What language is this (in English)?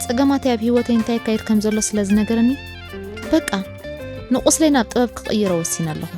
Tigrinya